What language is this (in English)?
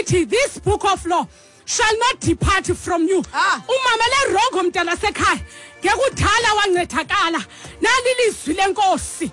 Xhosa